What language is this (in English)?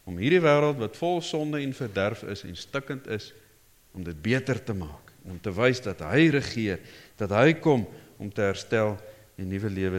Afrikaans